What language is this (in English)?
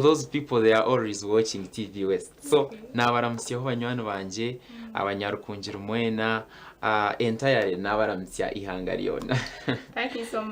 Nyankole